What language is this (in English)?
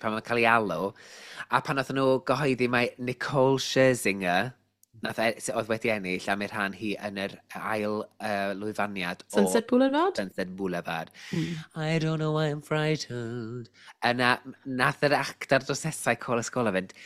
Welsh